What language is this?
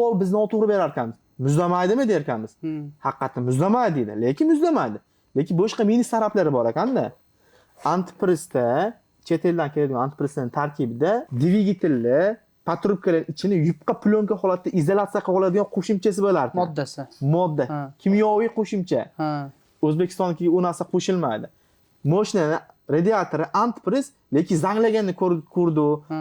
Uzbek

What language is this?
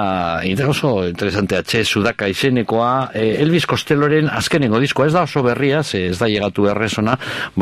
Basque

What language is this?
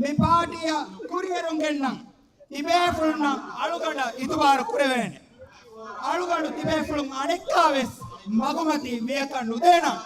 Divehi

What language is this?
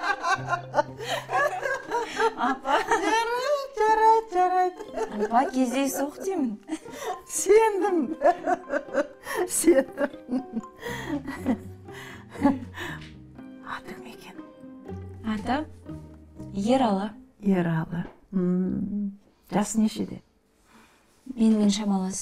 Kazakh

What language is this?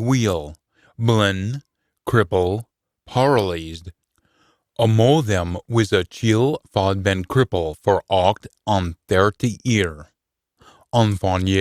Scots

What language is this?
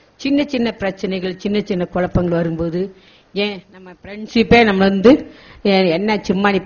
Tamil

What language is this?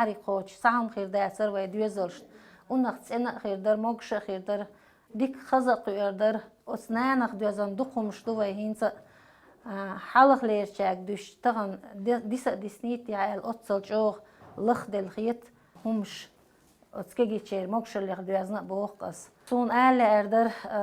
Chechen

